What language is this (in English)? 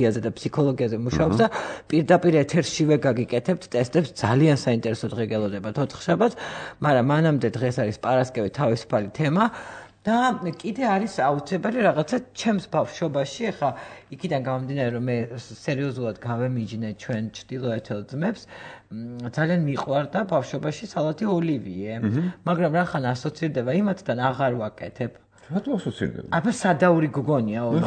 Georgian